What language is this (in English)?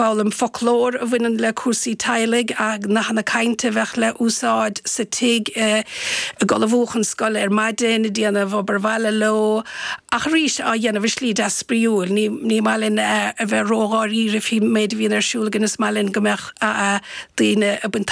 Irish